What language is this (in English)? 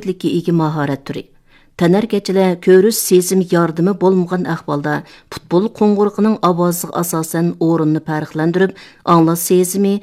Uyghur